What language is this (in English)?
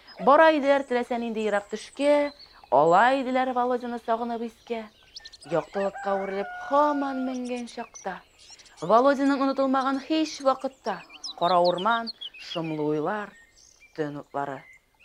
Tatar